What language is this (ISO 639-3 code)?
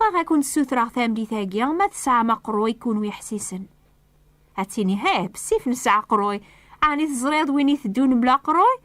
kab